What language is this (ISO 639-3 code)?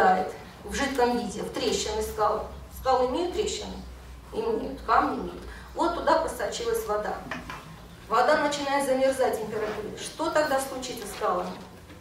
rus